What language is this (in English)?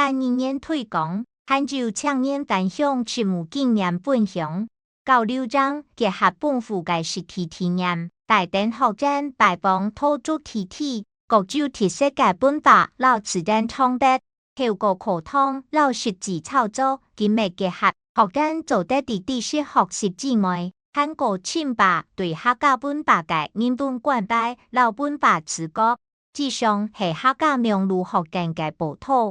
Hakka Chinese